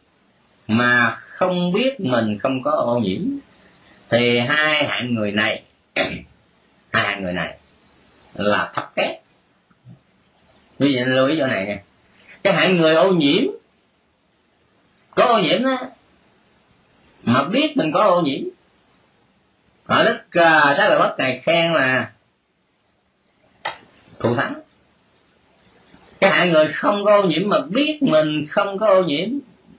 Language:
Vietnamese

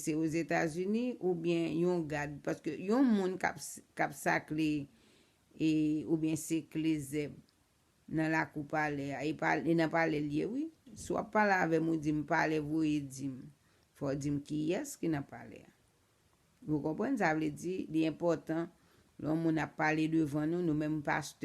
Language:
Haitian Creole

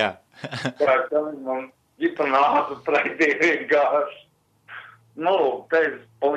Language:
Latvian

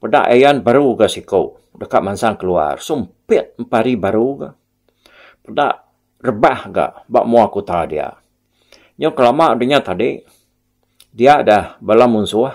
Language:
Iban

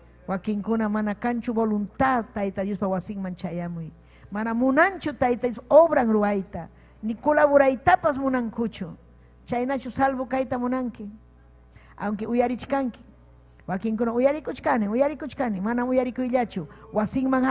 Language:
Ayacucho Quechua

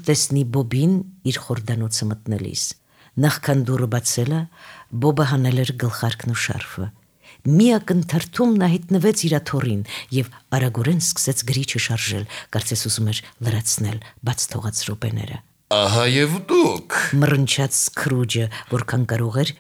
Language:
Armenian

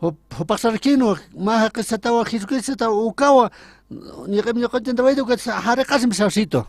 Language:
Aymara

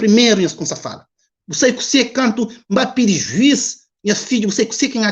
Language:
Kabuverdianu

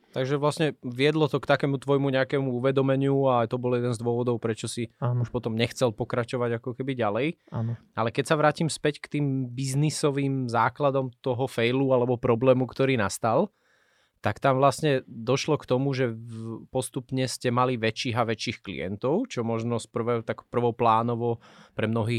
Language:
Slovak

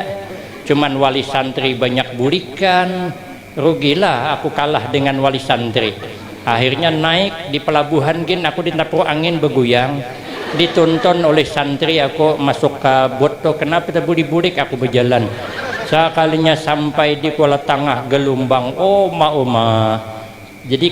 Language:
Banjar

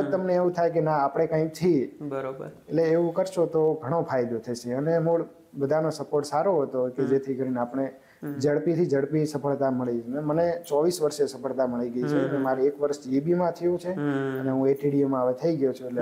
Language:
Gujarati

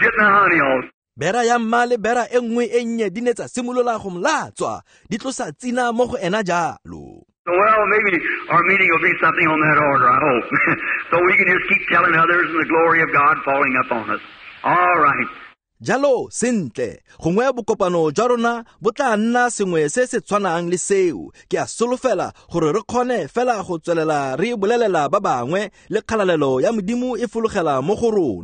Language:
Tswana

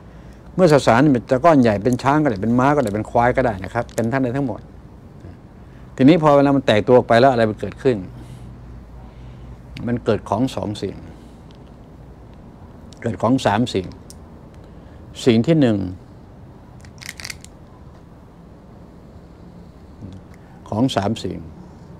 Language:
Thai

